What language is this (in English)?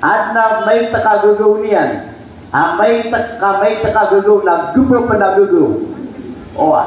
Maranao